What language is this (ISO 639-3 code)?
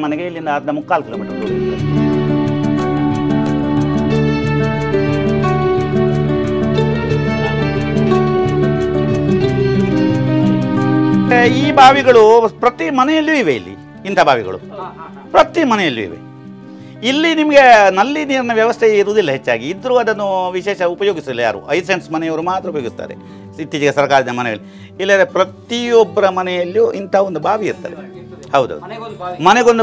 kan